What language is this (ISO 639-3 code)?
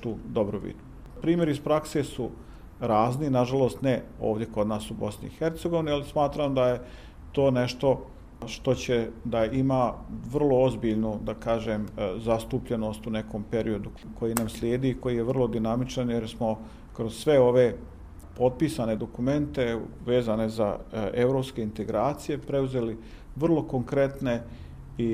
bos